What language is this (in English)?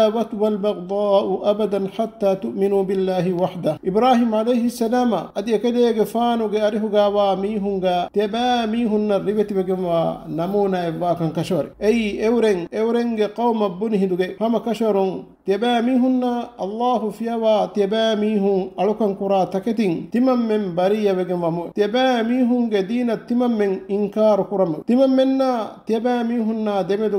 Divehi